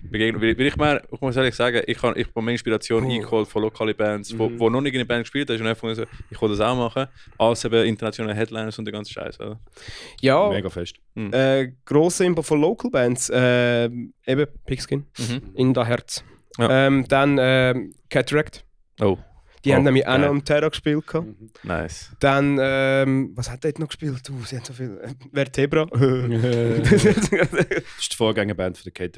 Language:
Swiss German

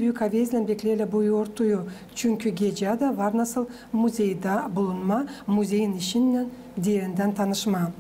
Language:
Gagauz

